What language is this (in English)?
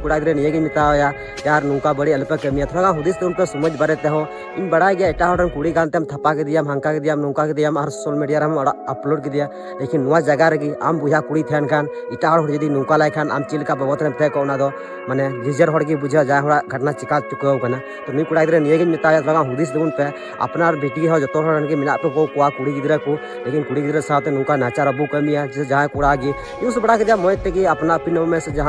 Santali